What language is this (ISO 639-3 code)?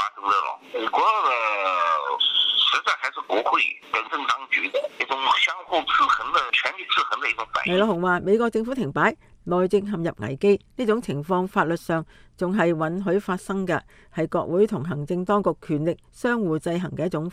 yue